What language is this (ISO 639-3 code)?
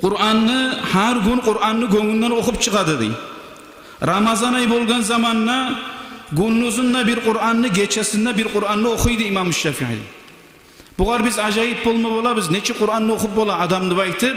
kum